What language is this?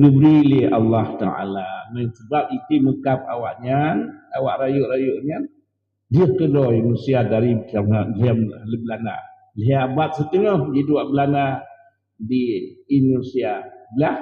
Achinese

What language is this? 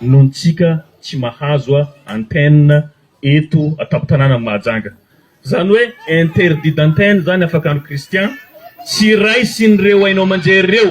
Malagasy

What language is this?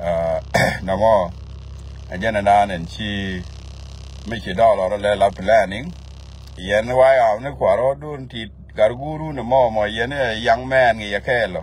Nuer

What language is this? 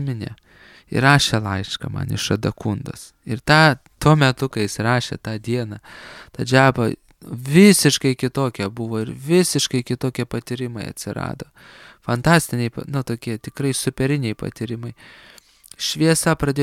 Lithuanian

